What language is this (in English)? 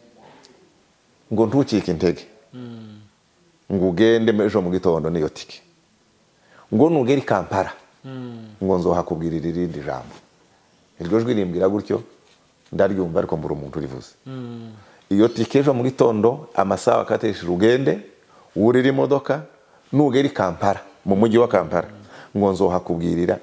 Kinyarwanda